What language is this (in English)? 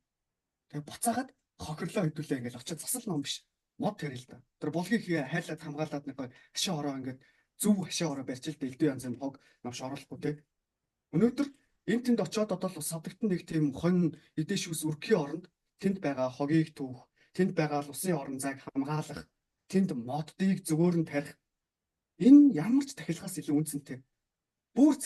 Mongolian